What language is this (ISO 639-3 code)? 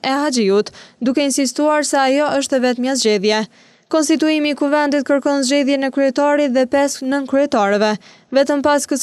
sqi